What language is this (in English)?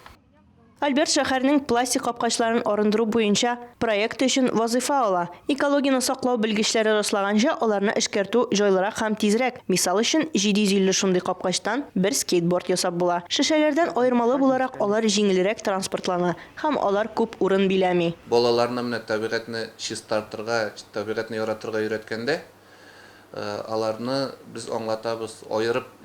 Tatar